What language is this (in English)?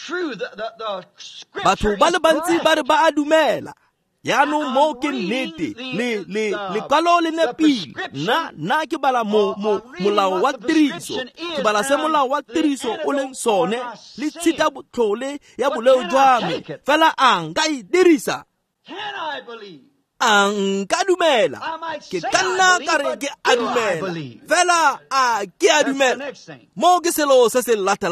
Tswana